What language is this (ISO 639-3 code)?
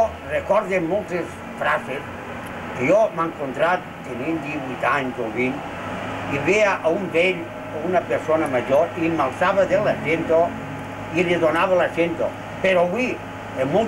cat